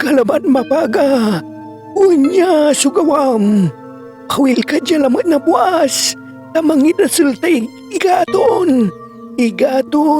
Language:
Pangasinan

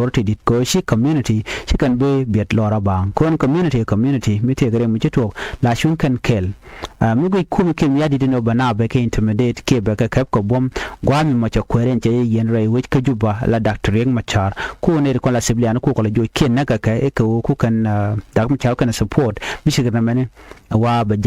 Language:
Nuer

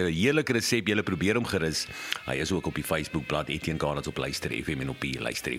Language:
Afrikaans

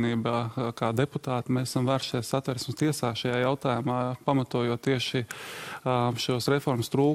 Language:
Latvian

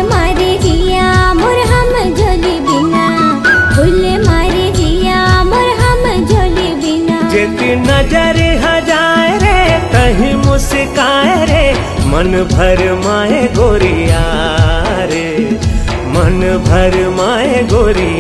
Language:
Chhattisgarhi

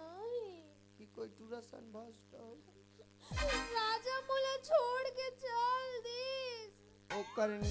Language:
Chhattisgarhi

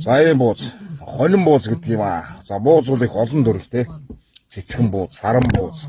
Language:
Mongolian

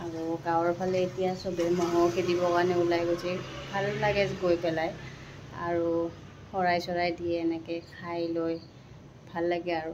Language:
Assamese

